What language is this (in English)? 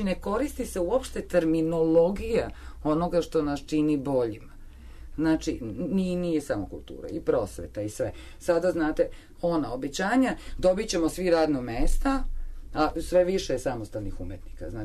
Serbian